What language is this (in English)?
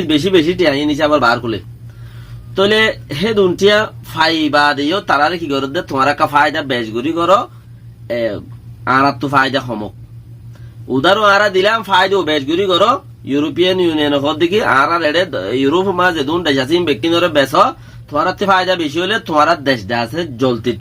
Rohingya